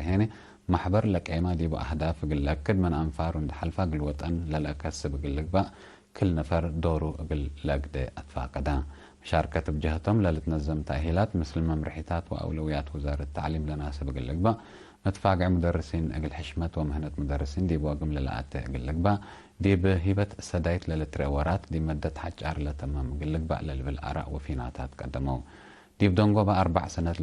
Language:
Tigre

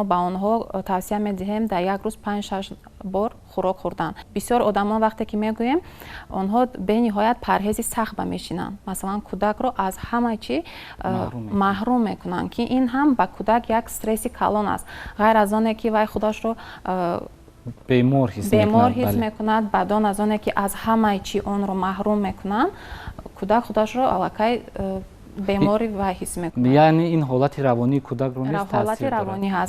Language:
Tajik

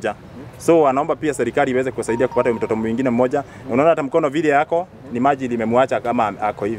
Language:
Kikuyu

